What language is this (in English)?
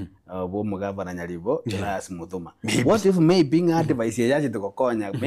Gusii